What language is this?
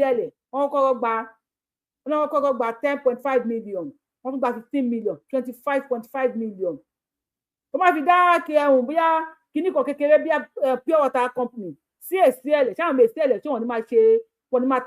Yoruba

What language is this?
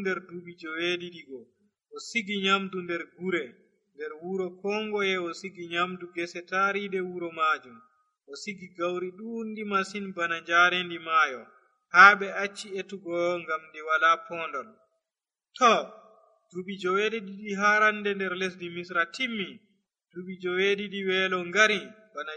Nigerian Fulfulde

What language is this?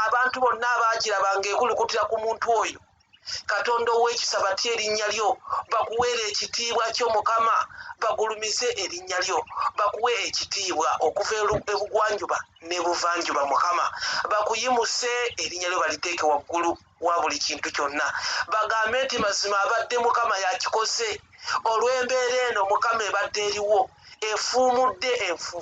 Ganda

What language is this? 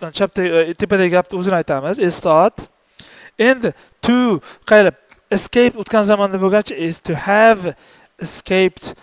Uzbek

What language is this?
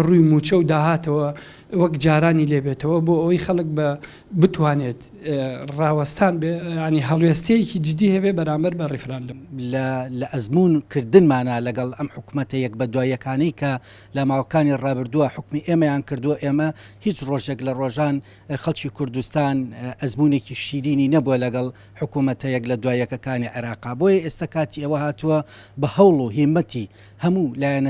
Central Kurdish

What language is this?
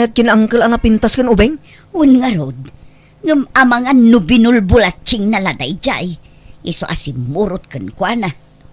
Iloko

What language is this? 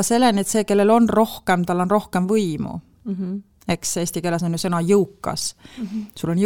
Estonian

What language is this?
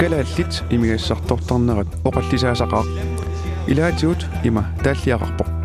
Kalaallisut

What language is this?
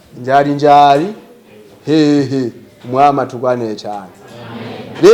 Rundi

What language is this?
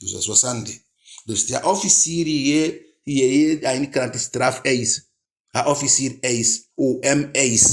Eastern Maroon Creole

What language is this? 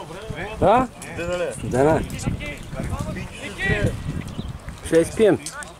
Bulgarian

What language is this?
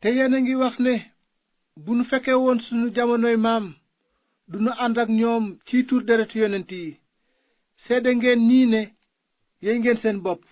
Wolof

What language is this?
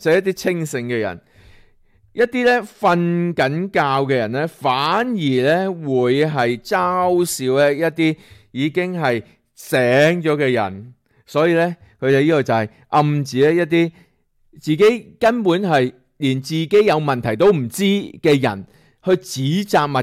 Cantonese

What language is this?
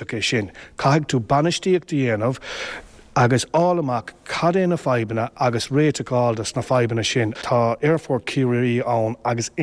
Irish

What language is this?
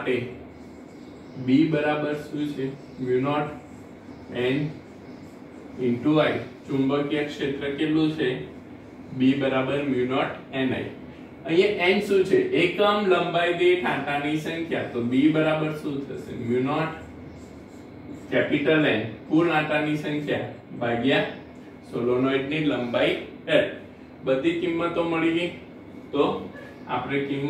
Gujarati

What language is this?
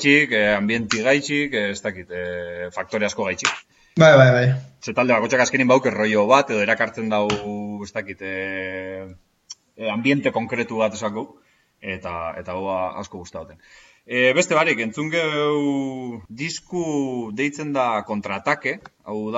Basque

